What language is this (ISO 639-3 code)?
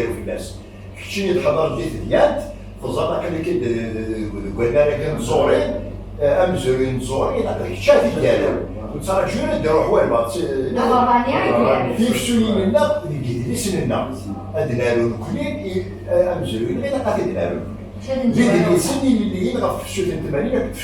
kab